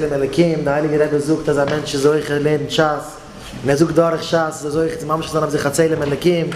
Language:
Yiddish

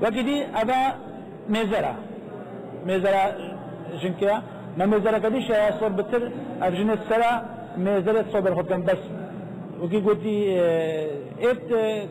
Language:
Kurdish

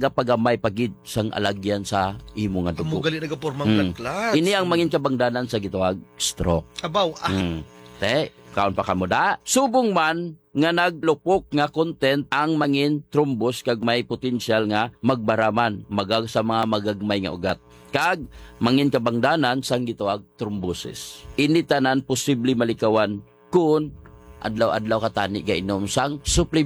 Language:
Hiligaynon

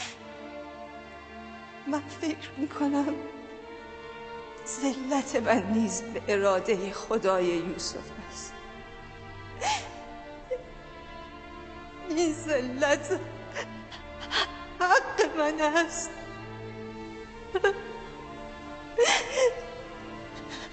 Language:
Persian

